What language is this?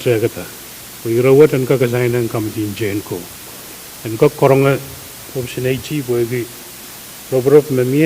Pohnpeian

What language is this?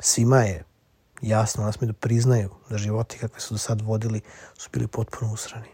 Serbian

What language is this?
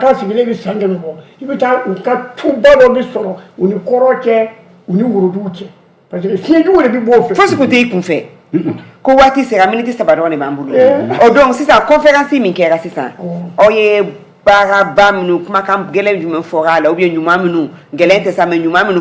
Bambara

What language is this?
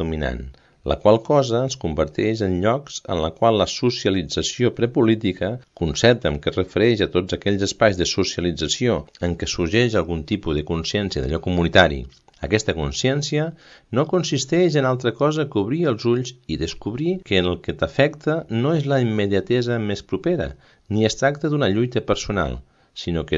Catalan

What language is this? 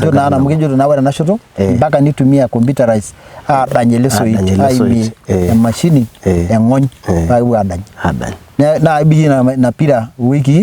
Masai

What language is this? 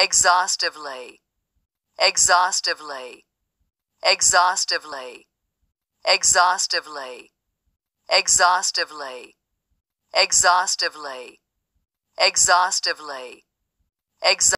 English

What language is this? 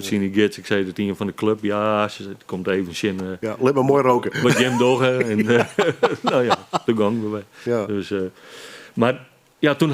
Western Frisian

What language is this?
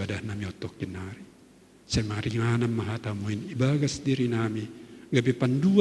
Batak Simalungun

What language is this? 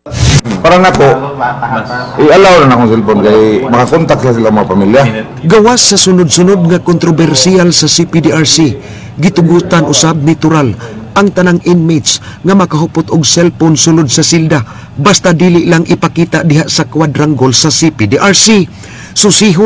Cebuano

